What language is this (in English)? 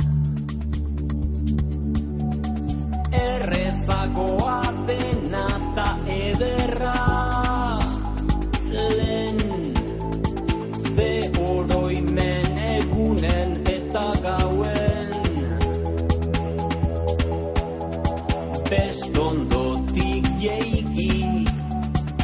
Basque